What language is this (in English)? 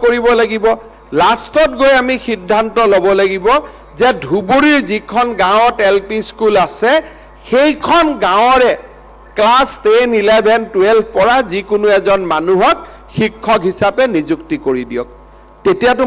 Assamese